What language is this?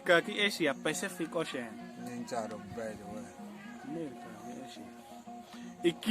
Acoli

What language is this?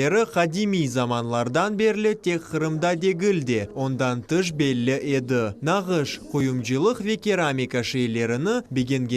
Crimean Tatar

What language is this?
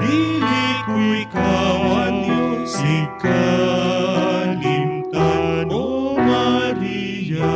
Hiligaynon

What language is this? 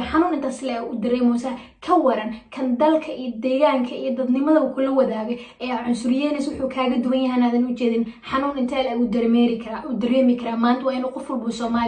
Somali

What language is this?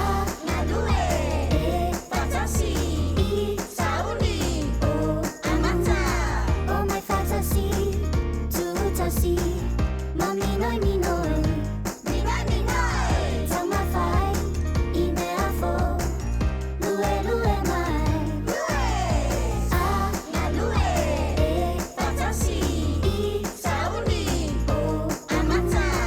Samoan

